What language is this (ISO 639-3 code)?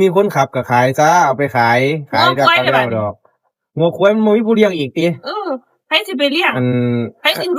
tts